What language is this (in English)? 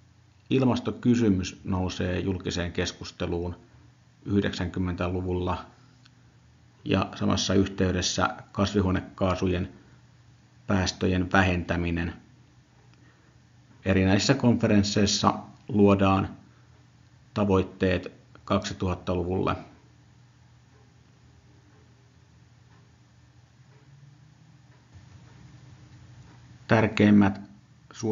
Finnish